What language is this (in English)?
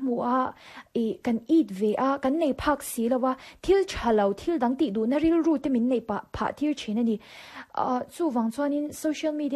Mizo